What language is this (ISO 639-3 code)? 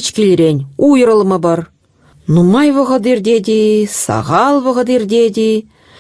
chv